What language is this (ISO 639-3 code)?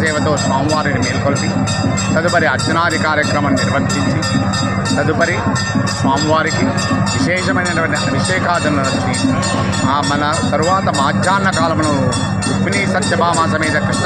tel